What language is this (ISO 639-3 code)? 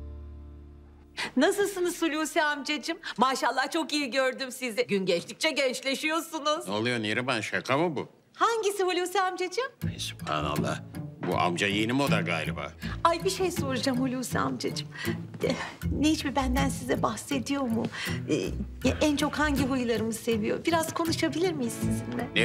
tur